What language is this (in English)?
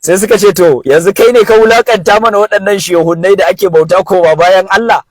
Hausa